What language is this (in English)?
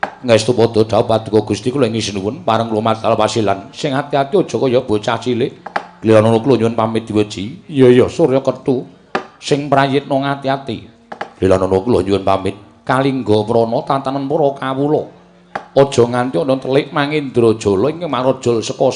Javanese